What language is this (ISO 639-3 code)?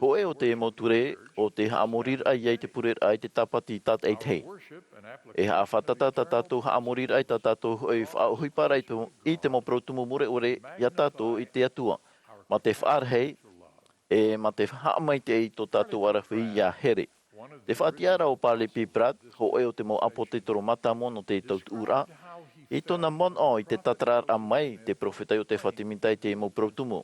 tah